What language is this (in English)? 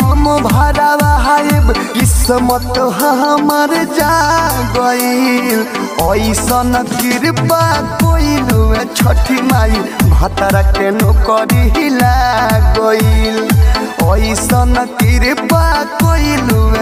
Bhojpuri